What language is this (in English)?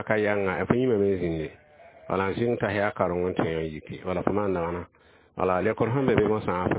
Mossi